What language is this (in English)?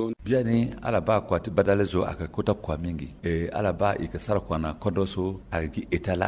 Sango